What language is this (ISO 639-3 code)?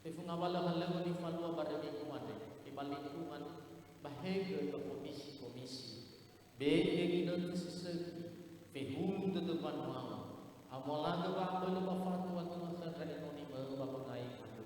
nia